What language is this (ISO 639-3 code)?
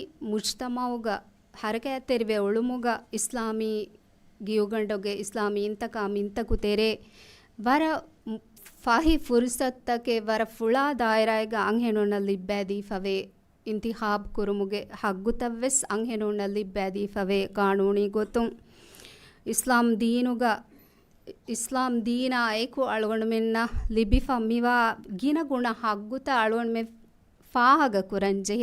div